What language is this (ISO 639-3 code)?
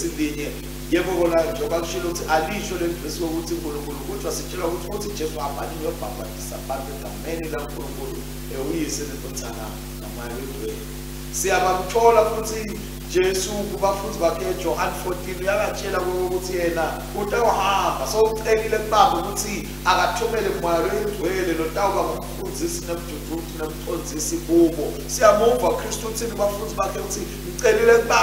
ssw